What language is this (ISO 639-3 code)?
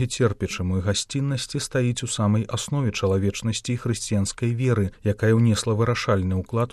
bel